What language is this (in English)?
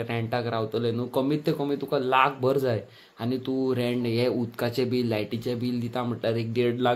Konkani